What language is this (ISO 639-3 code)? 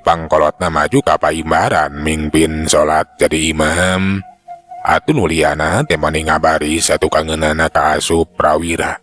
sun